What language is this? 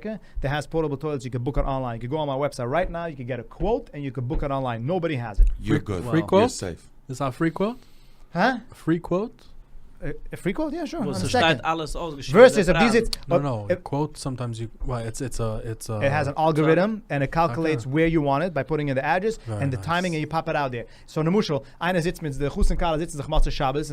Yiddish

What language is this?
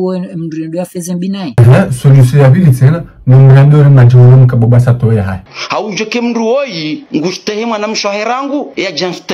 Ngazidja Comorian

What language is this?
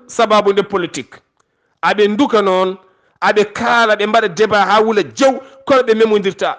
Fula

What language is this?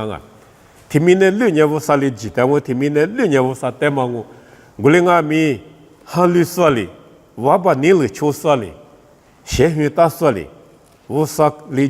Lisu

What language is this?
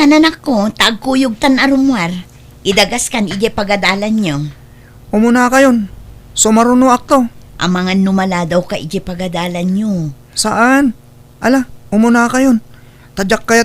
Iloko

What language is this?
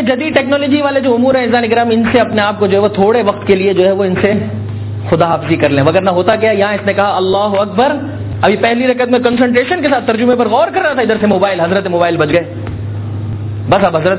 Urdu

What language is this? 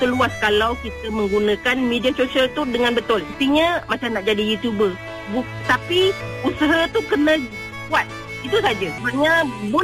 Malay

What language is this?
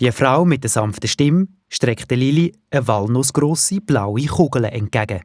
Swiss German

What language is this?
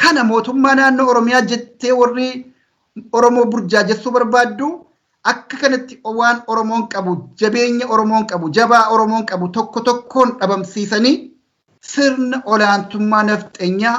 Oromo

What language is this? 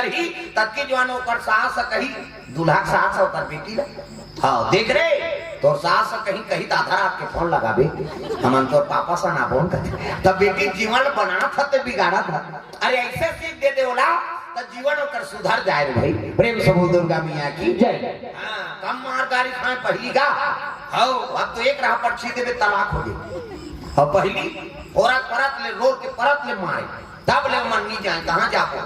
Chhattisgarhi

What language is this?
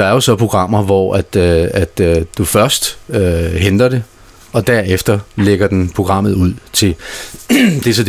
Danish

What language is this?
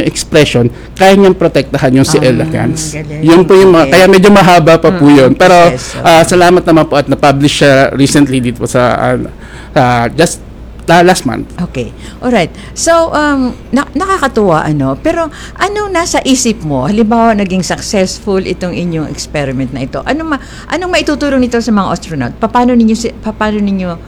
Filipino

